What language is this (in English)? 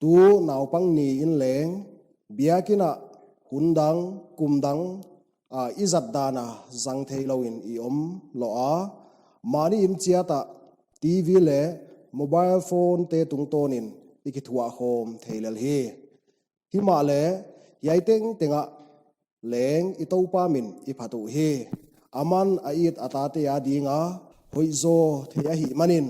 Paite Chin